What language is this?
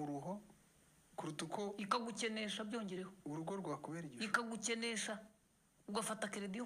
Kinyarwanda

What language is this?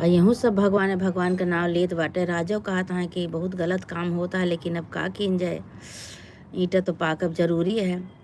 Awadhi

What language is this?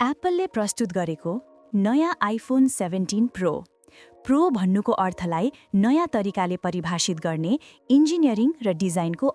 Nepali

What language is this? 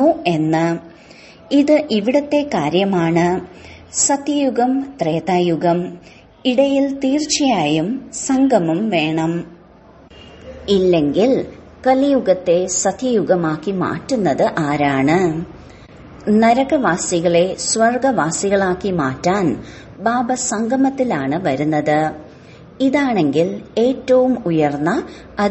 Malayalam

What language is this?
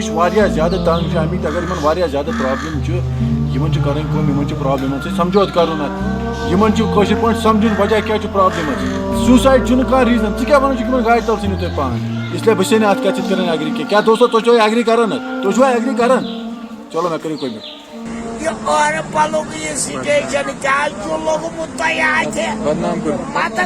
Kashmiri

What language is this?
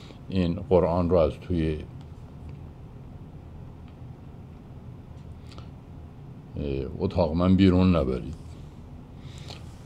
Persian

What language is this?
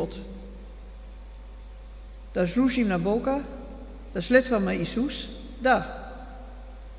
Bulgarian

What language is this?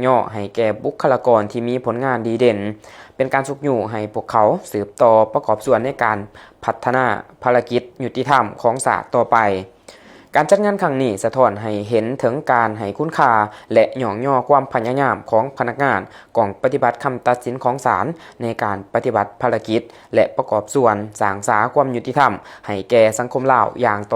Lao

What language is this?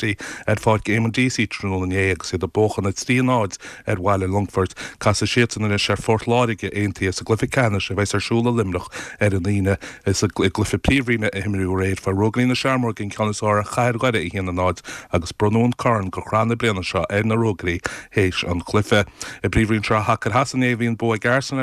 Irish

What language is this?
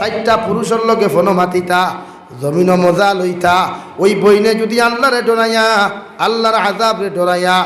Sylheti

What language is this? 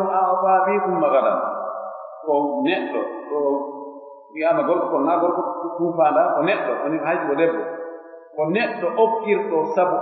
Pular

